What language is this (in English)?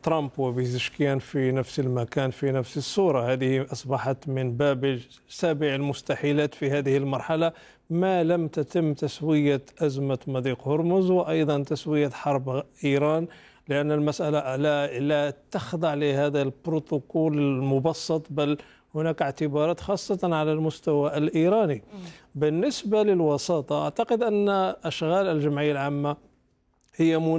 Arabic